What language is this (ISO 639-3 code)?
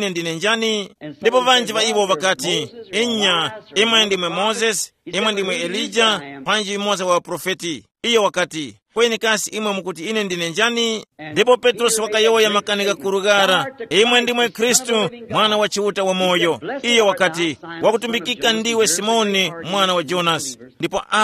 tum